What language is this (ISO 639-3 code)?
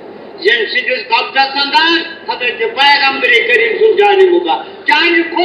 kas